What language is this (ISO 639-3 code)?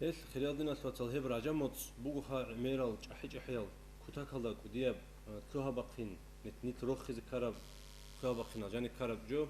ava